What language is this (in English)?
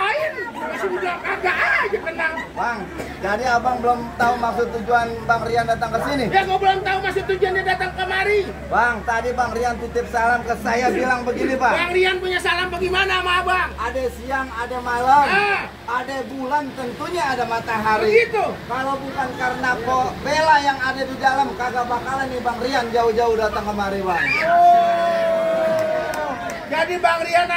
Betawi